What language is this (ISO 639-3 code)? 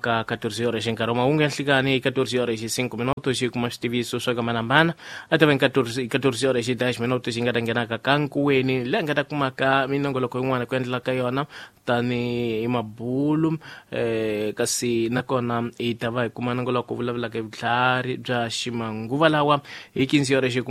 tso